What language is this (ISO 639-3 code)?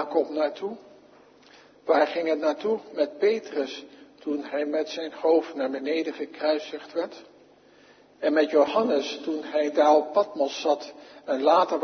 nld